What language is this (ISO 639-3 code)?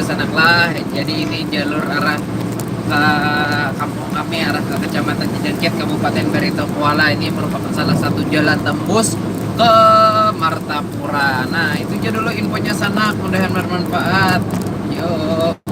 bjn